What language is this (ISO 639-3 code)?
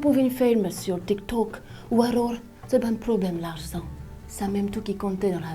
mfe